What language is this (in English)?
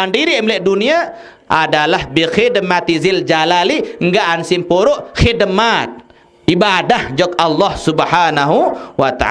Sasak